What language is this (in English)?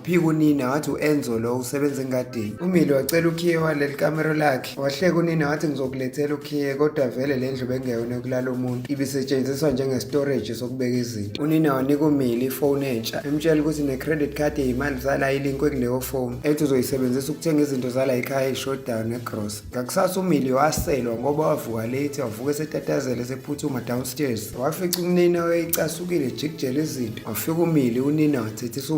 Zulu